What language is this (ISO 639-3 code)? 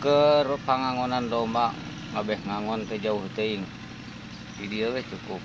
sun